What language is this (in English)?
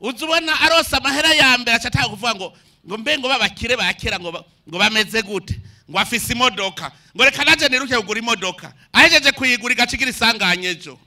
Rundi